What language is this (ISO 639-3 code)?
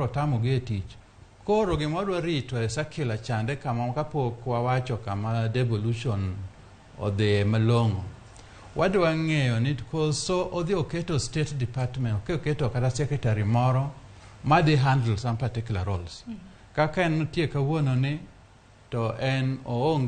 luo